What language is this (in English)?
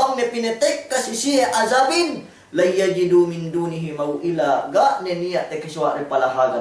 Yakan